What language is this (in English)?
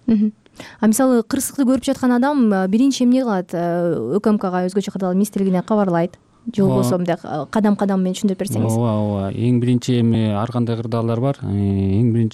Kyrgyz